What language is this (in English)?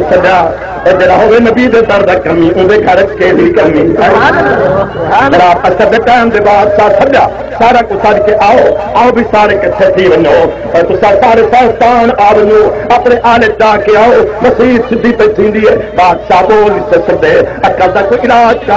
Saraiki